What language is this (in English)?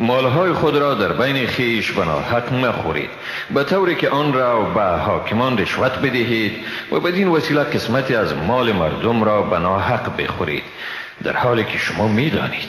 Persian